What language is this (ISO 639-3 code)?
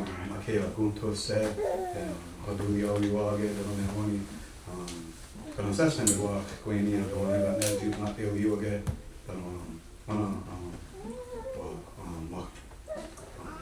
moh